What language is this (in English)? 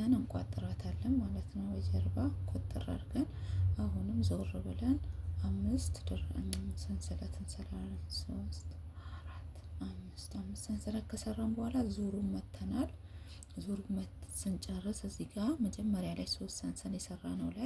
Amharic